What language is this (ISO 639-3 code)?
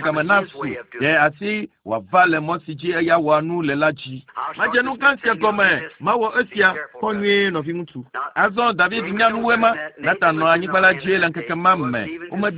ewe